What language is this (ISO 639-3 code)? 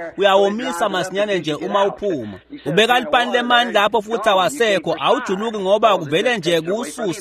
ssw